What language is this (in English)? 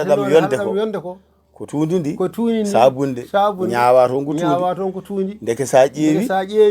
Fula